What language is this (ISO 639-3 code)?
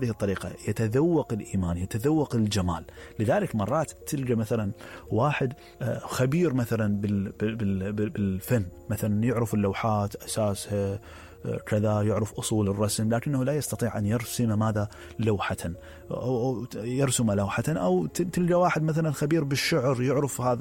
acm